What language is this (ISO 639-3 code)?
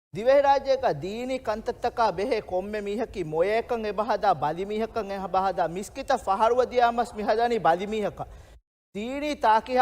div